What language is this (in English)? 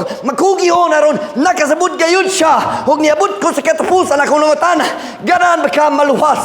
Cebuano